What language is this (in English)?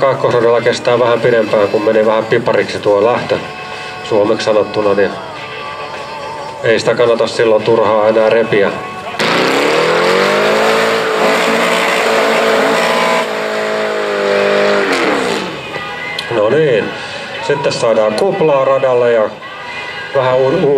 Finnish